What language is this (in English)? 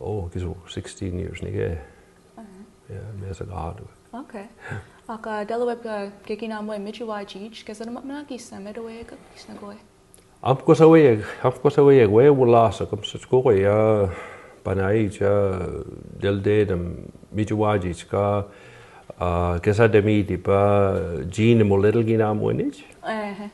Mi'kmaw